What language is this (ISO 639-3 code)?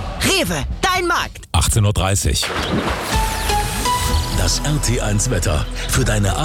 deu